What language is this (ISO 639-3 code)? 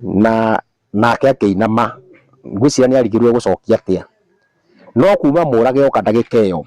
kik